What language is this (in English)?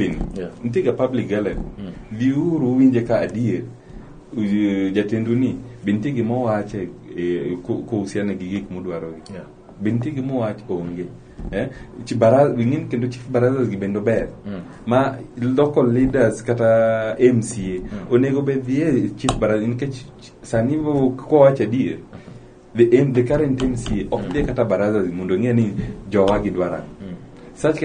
Luo (Kenya and Tanzania)